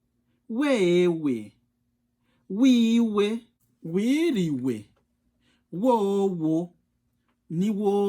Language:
Rundi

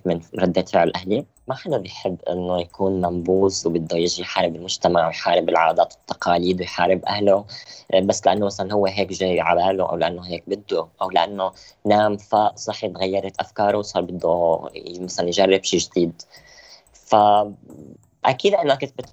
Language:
North Levantine Arabic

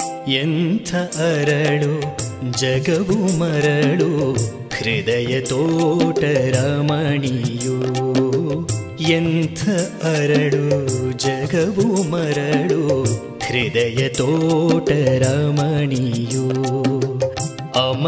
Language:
Kannada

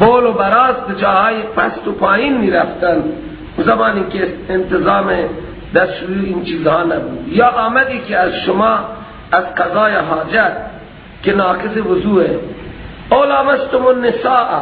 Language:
Persian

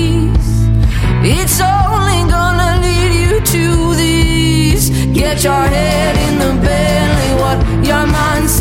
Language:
Basque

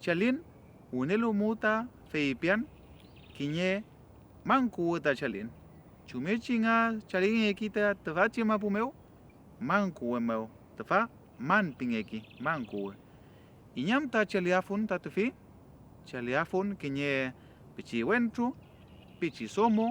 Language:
Mapuche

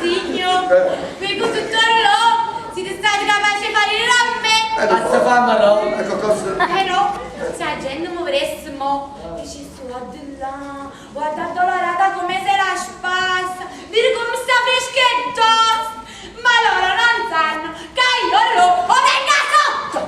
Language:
Neapolitan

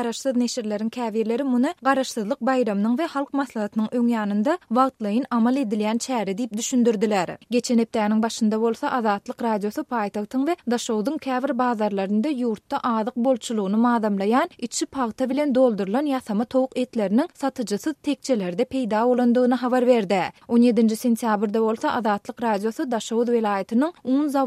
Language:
Turkmen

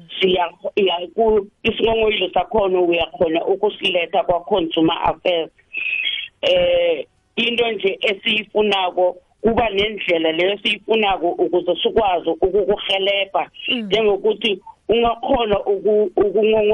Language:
South Ndebele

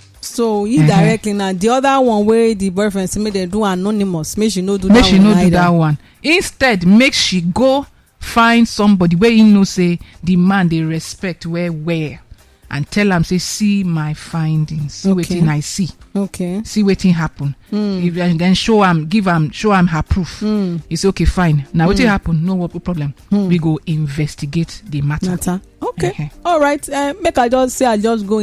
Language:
Nigerian Pidgin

